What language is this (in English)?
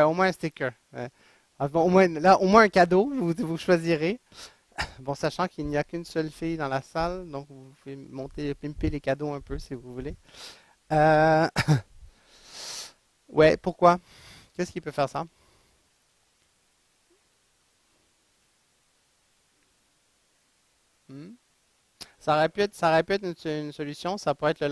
French